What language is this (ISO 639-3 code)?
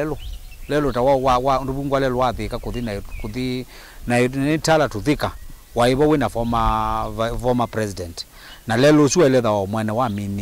kam